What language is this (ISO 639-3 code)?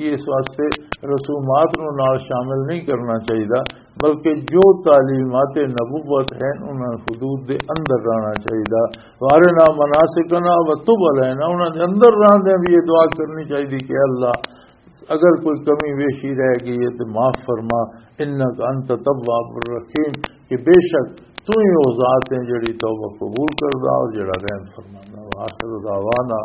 lah